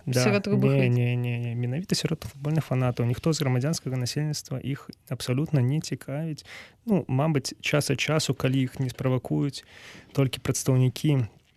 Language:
Belarusian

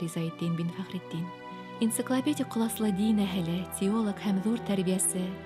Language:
Bashkir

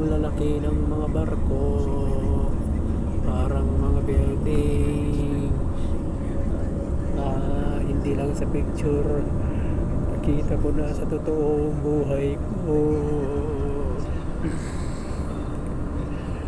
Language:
Filipino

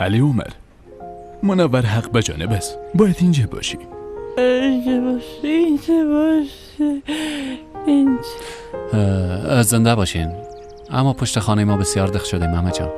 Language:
Persian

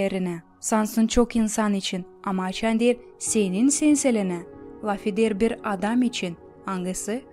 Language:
Gagauz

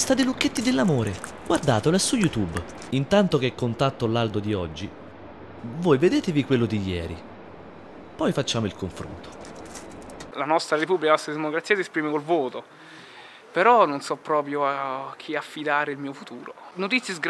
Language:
Italian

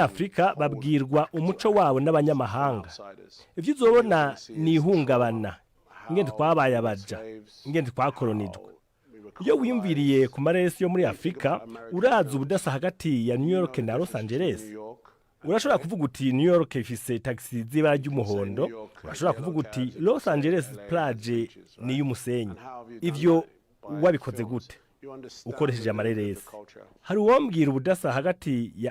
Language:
Rundi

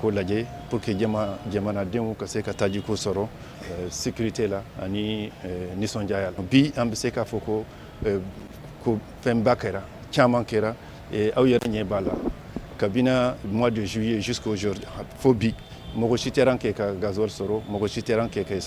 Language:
Bambara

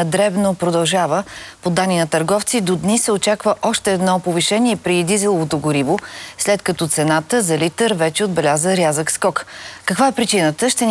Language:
Bulgarian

